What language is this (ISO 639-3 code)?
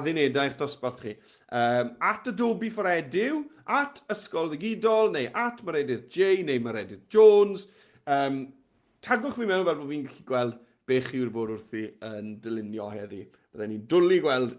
cym